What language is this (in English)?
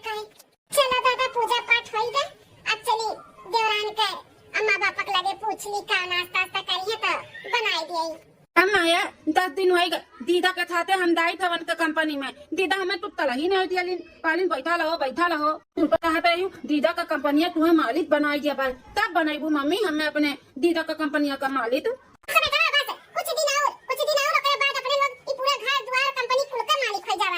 Awadhi